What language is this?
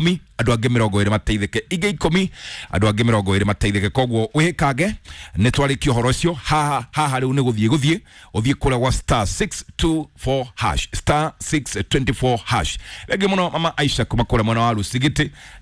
Kikuyu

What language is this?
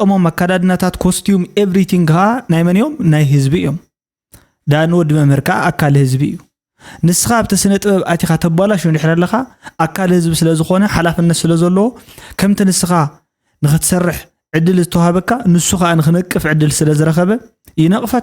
Tigrinya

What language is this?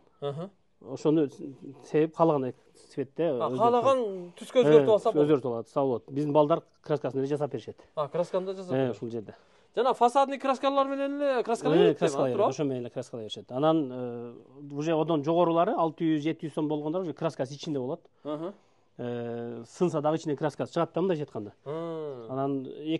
Kyrgyz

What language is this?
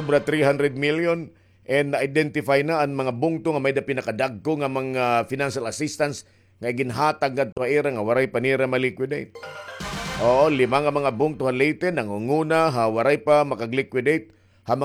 Waray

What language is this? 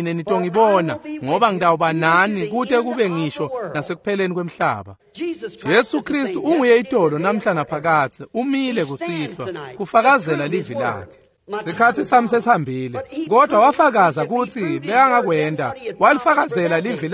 Swati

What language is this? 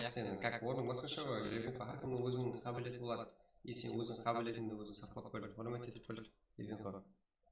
Kara-Kalpak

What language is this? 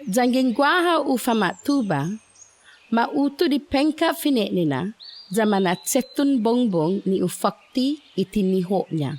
Chamorro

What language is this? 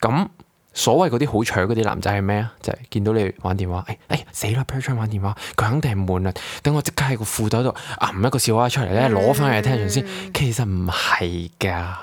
Cantonese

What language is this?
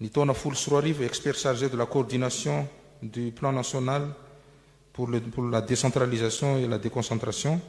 Malagasy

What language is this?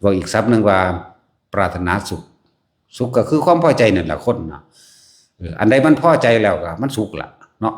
Northeastern Thai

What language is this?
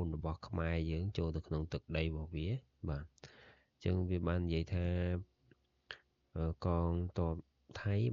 Khmer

